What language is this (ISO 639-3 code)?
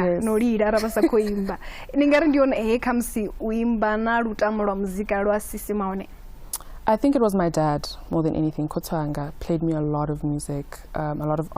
ven